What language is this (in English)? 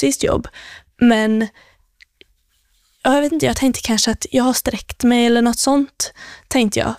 Swedish